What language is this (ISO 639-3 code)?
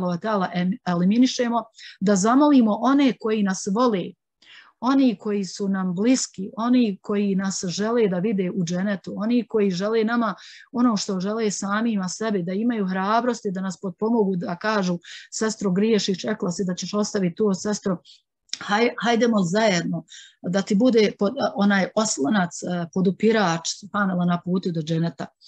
bos